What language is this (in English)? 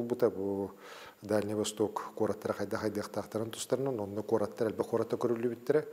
Yakut